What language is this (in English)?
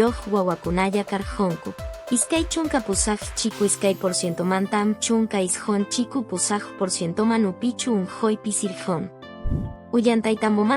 Quechua